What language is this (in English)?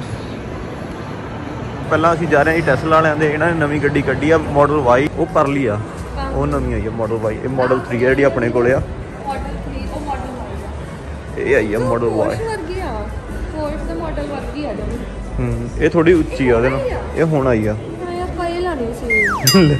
Punjabi